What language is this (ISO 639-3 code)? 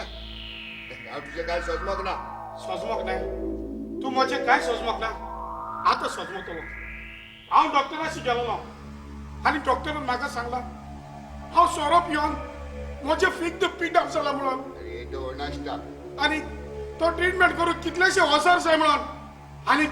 kok